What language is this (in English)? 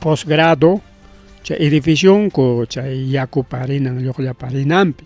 Ayacucho Quechua